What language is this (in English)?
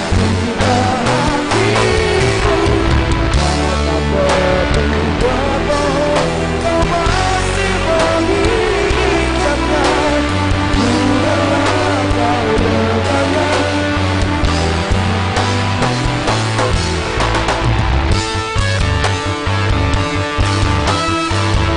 Indonesian